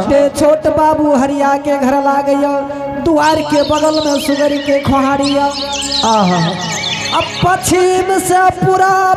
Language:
Angika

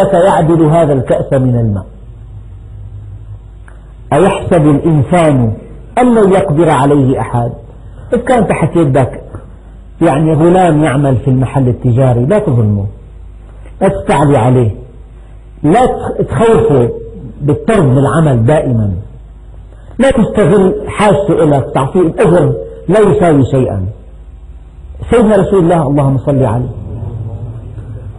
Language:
Arabic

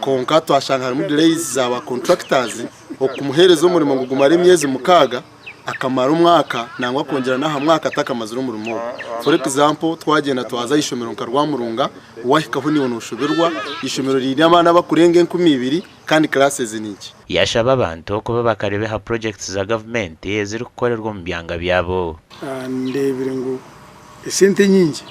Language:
Nyankole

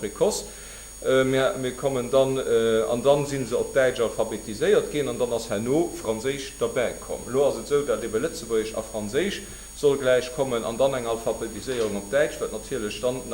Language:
Luxembourgish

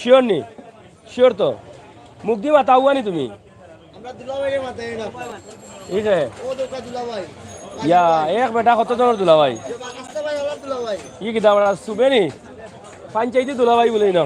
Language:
Sylheti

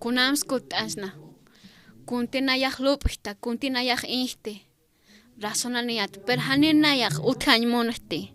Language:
Aymara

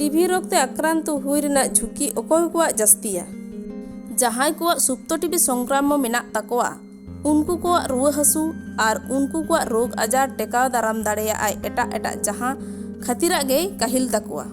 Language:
Santali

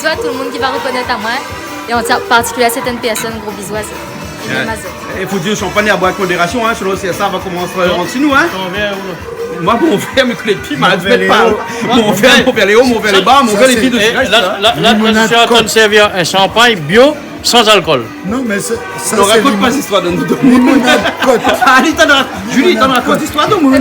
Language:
Réunion Creole French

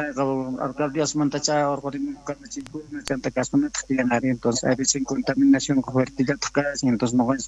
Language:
South Bolivian Quechua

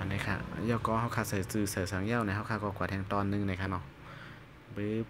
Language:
Shan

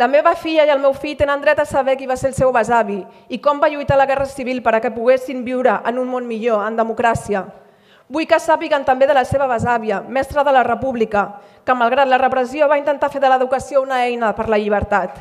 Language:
Catalan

